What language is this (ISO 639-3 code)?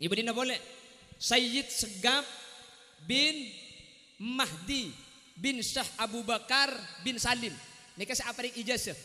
mad